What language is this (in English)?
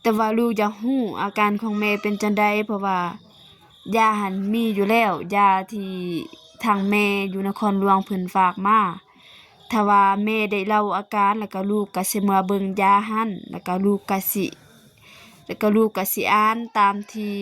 Lao